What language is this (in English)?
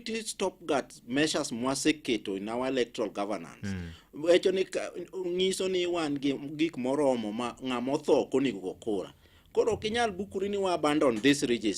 Luo (Kenya and Tanzania)